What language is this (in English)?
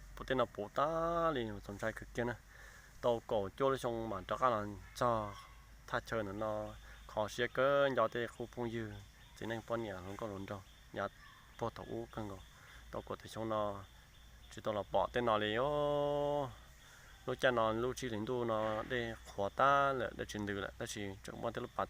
Hmong